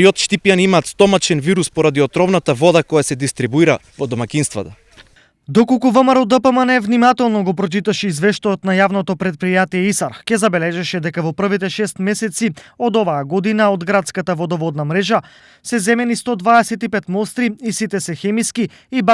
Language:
Macedonian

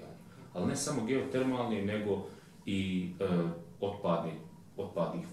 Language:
Bosnian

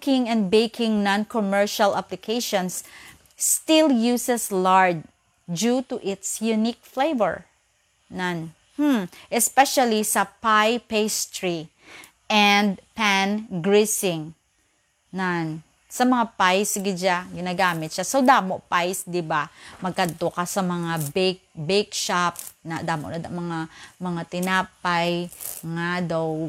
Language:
Hiligaynon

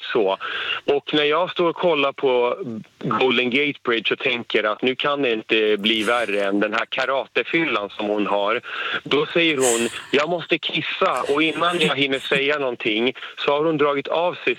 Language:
Swedish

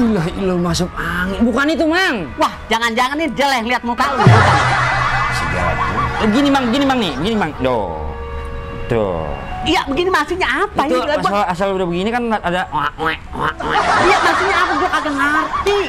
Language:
Betawi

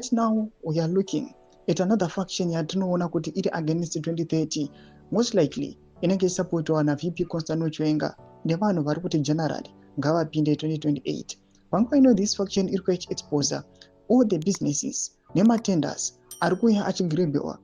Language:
Shona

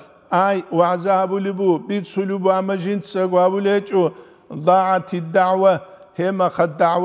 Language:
Avaric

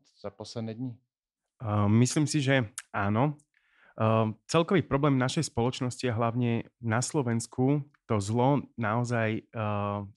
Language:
Slovak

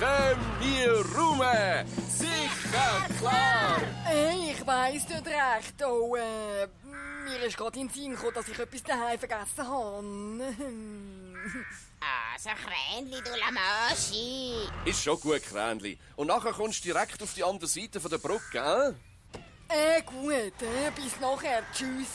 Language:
Swiss German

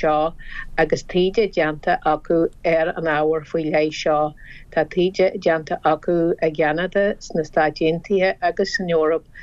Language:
Irish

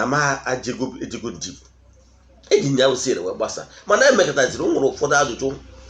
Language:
Igbo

